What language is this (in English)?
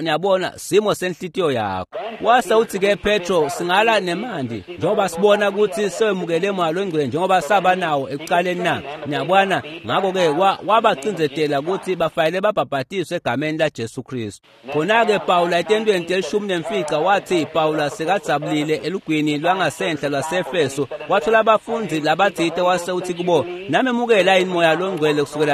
Swati